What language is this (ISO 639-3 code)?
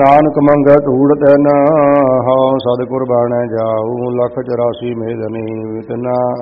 pan